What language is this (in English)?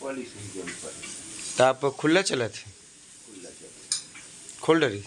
Chhattisgarhi